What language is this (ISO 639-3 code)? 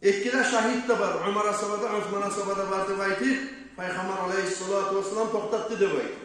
kum